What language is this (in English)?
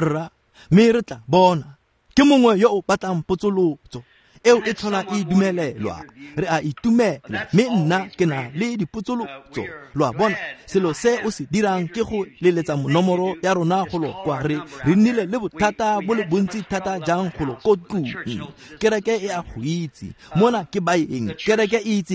Tswana